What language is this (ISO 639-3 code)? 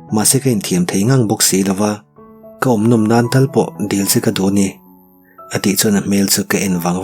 lus